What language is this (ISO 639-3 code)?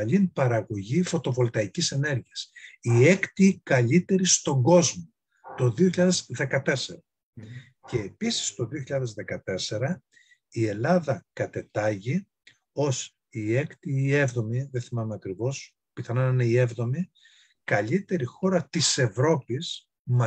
ell